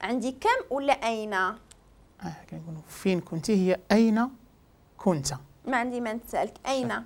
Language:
Moroccan Arabic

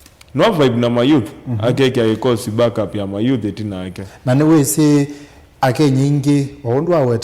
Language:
Kamba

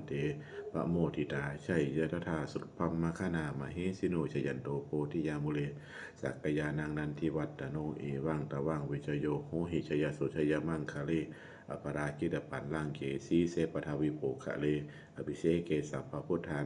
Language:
Pali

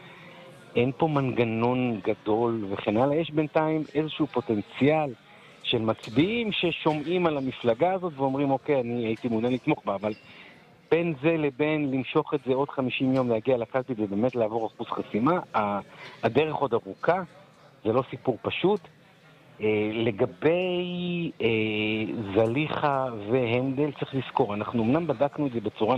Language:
Hebrew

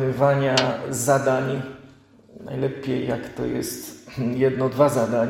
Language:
Polish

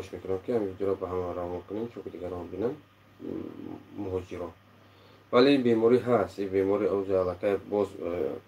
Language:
Tajik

